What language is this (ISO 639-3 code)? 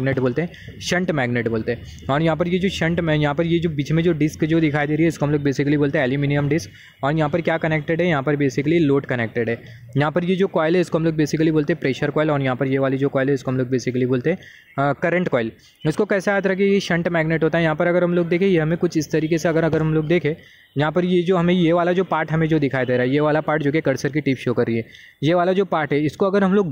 hin